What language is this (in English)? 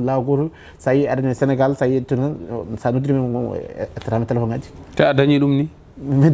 Fula